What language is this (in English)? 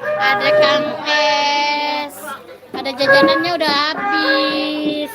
Betawi